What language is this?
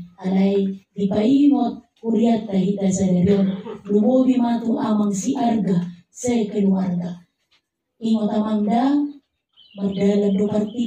Batak Toba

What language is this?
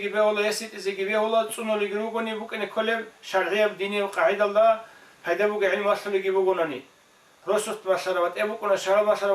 Avaric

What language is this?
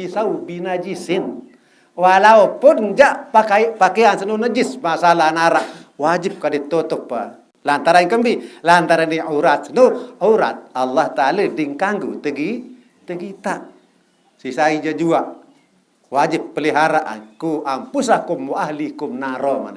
Sasak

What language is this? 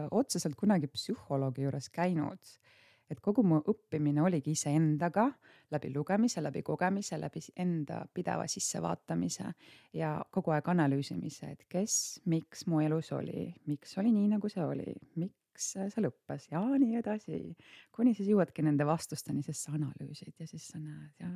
Estonian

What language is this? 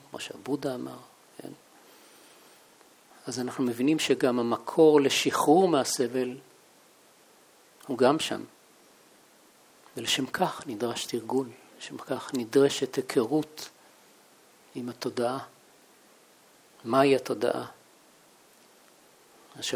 Hebrew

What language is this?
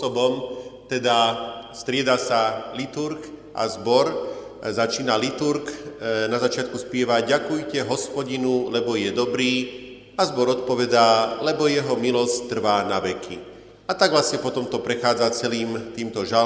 Slovak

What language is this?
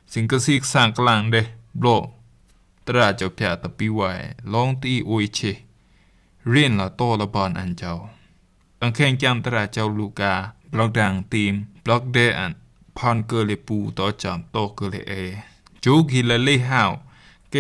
Rumai Palaung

